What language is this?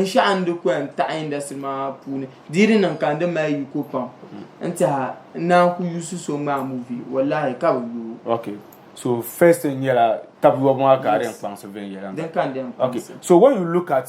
Dagbani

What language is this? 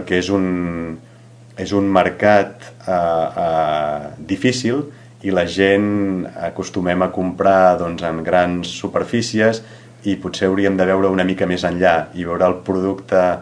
Catalan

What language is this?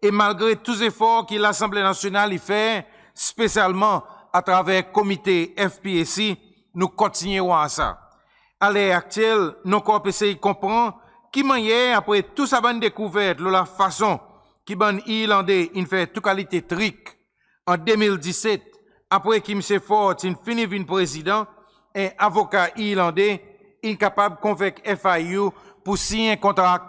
Seselwa Creole French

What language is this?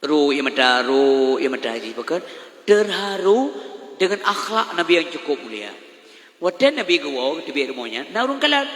Achinese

